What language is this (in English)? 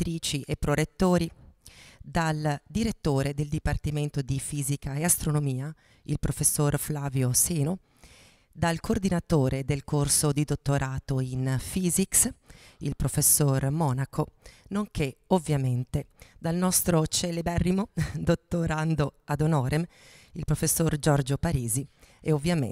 Italian